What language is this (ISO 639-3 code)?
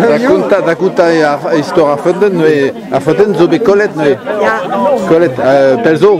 bre